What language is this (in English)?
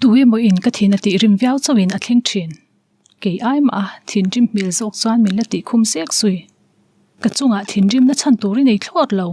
Mizo